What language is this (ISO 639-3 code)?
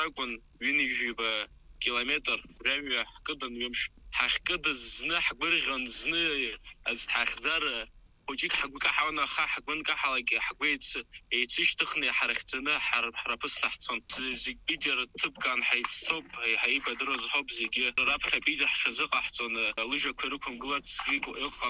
abk